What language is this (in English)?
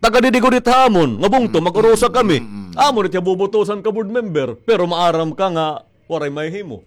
Waray